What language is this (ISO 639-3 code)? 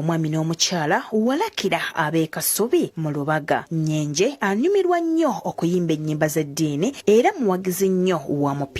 lug